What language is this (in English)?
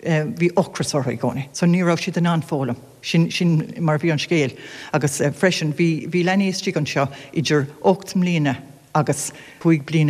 Irish